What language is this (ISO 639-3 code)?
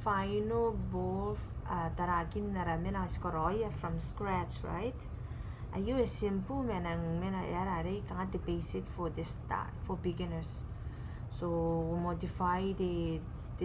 gil